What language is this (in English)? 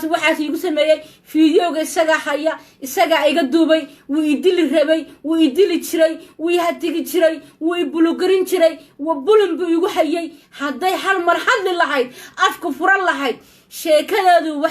Somali